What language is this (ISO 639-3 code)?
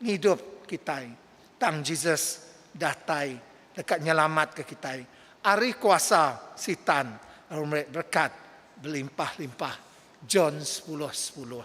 iba